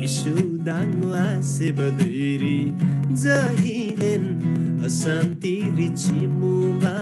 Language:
Eastern Tamang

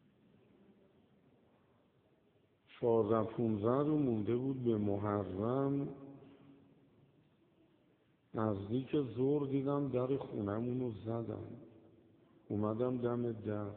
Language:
Persian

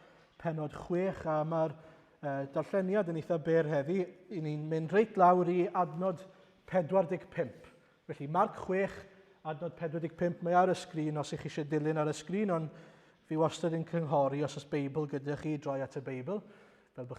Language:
Welsh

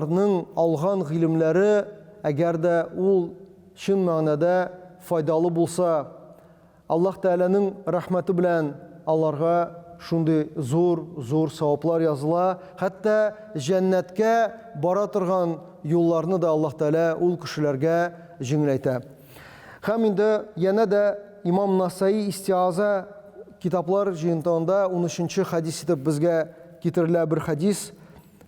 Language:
Tatar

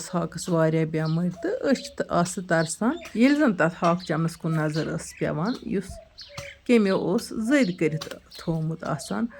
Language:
Kashmiri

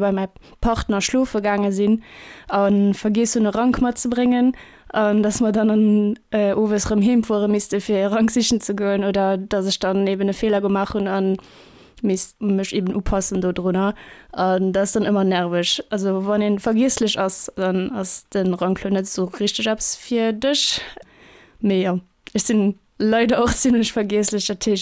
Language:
Luxembourgish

